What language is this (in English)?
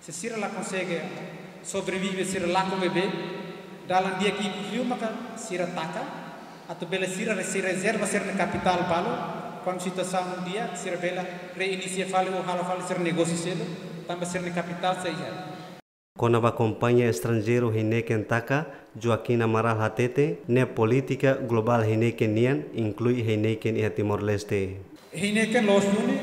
Tetum